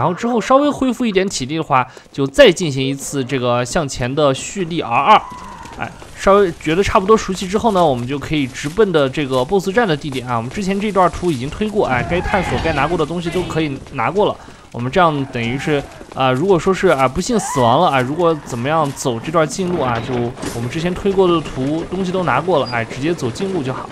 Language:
Chinese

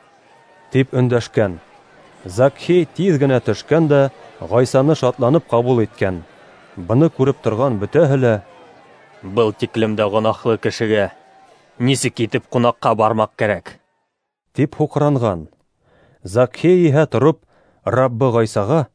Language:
Bashkir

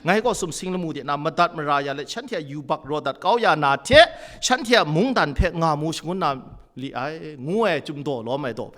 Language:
Kachin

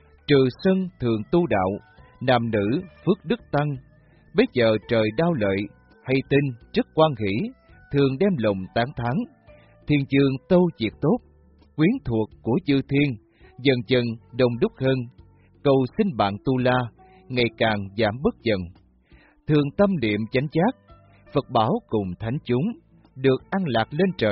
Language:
Vietnamese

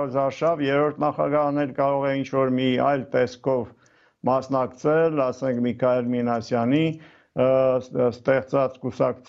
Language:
Armenian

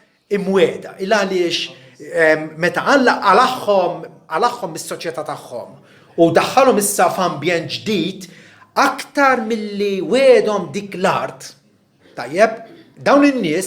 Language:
Maltese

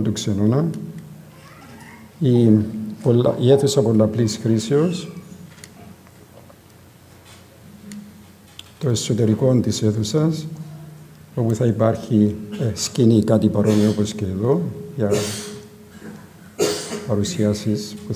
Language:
Greek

